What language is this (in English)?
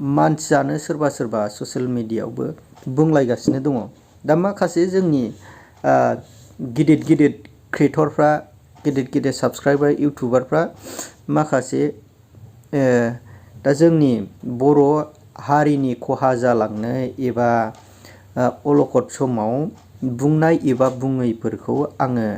Bodo